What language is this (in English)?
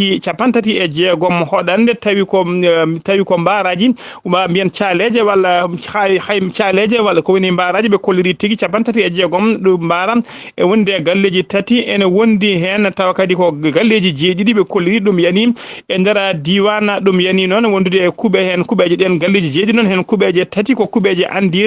Fula